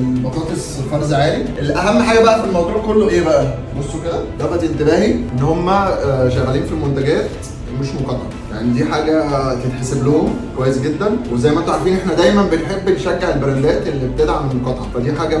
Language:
Egyptian Arabic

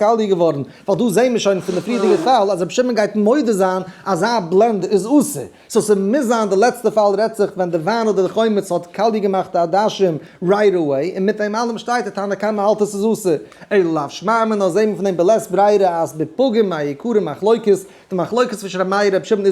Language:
Yiddish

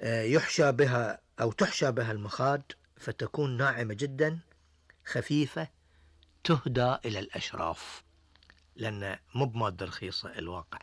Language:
Gulf Arabic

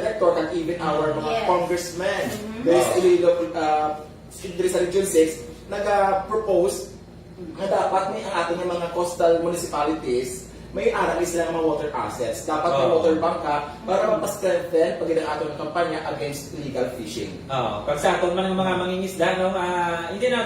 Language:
Hiligaynon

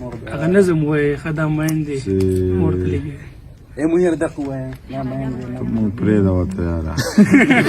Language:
Pashto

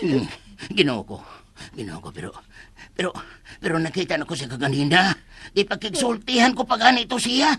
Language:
Cebuano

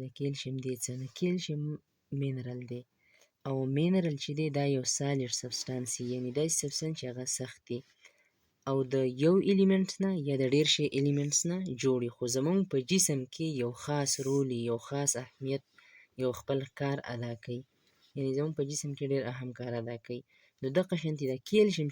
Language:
Pashto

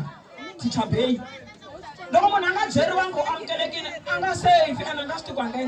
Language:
Tsonga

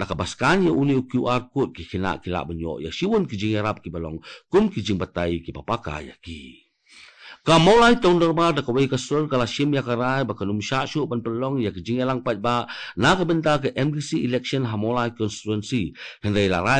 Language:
Khasi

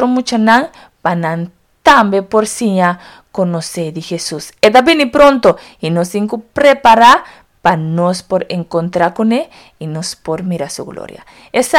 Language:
Papiamento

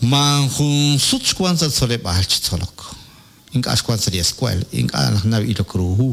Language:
Kekchí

